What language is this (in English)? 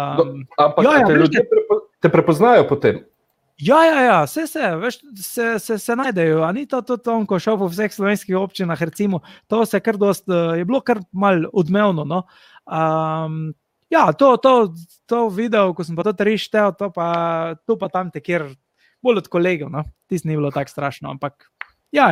Slovenian